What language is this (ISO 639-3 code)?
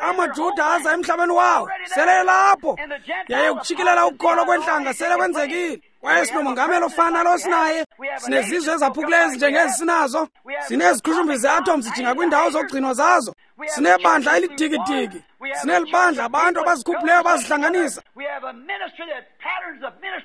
xho